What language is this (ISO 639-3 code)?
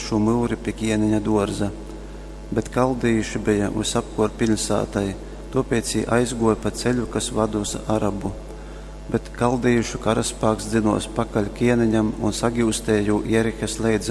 ltg